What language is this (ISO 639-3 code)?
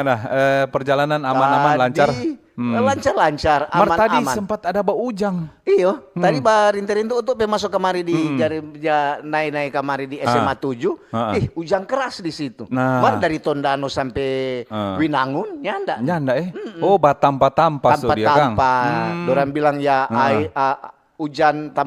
xmm